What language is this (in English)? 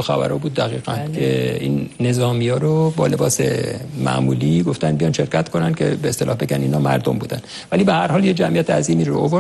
Persian